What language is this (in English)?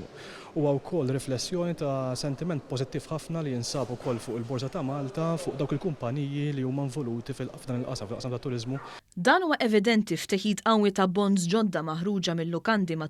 Maltese